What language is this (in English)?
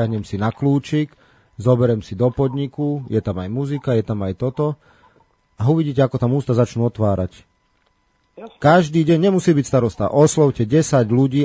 Slovak